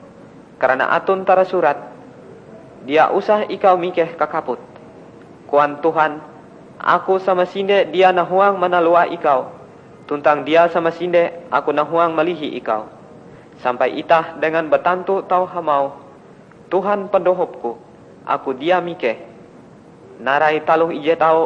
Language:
Ngaju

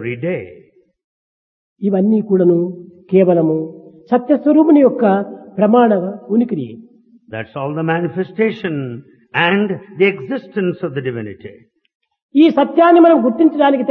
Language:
Telugu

